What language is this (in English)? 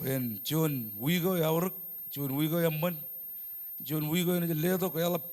Marshallese